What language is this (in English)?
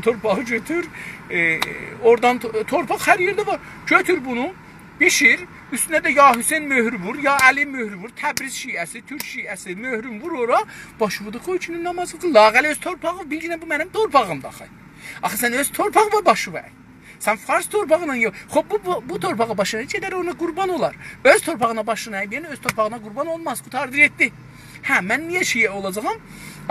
South Azerbaijani